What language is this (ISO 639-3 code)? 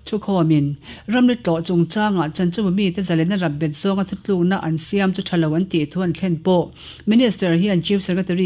lus